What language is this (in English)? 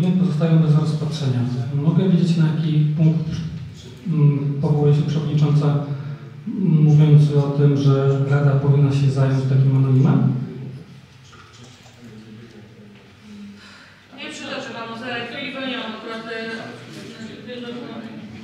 Polish